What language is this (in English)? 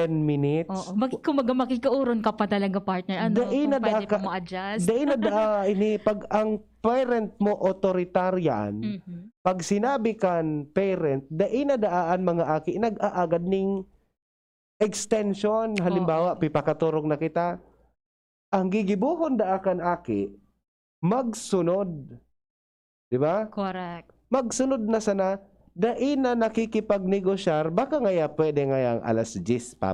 Bikol